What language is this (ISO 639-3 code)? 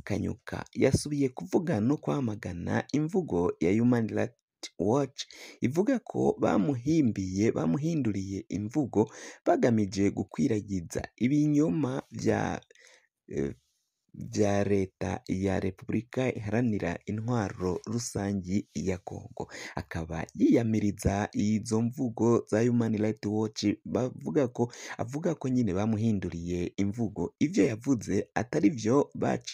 run